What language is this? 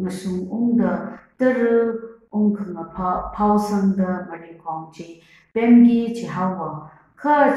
Tangkhul Naga (India)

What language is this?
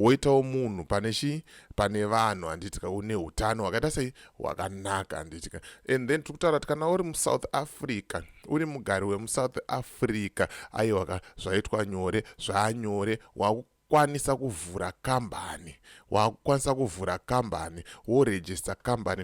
Shona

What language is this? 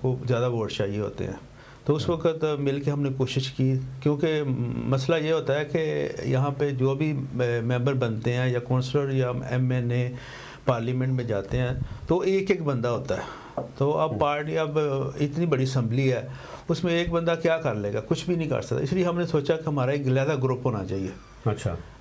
Urdu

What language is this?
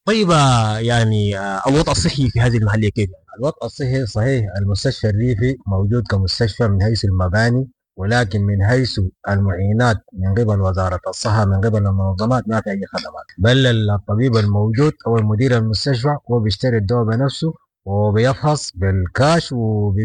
Sudanese Arabic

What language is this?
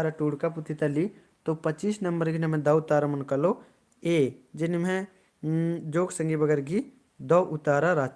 Kurukh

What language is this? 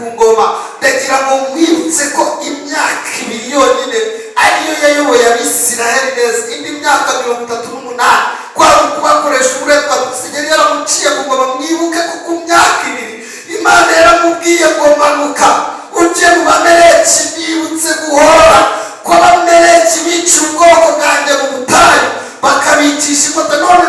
Kinyarwanda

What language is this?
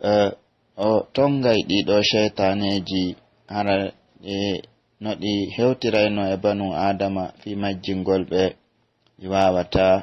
Pular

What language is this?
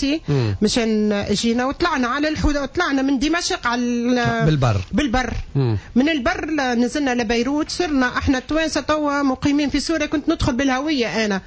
Tunisian Arabic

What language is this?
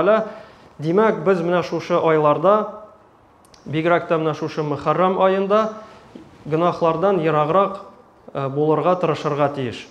Tatar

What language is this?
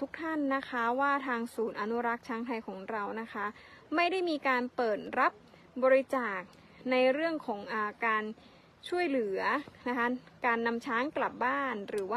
Thai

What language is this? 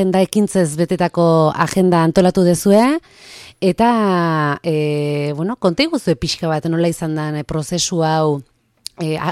Basque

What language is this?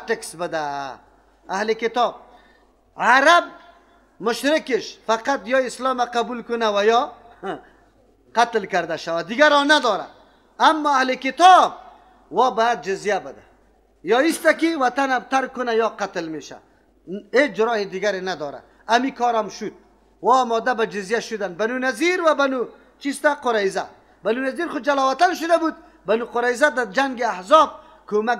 Persian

